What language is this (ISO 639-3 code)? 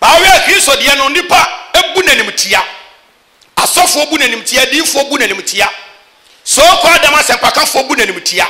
aka